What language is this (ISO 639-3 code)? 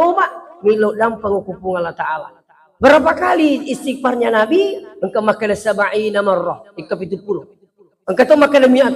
bug